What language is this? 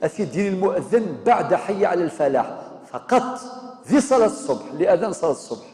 Kabyle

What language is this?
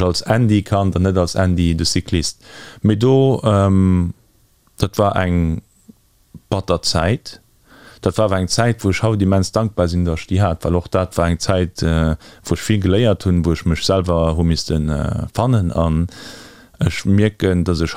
Luxembourgish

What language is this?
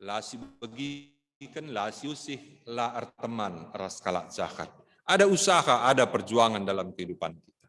Batak Karo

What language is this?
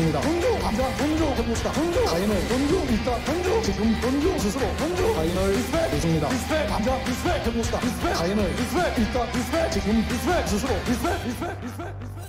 Korean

